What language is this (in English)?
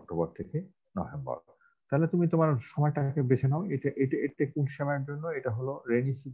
Bangla